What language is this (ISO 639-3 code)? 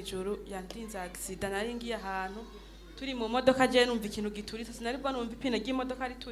run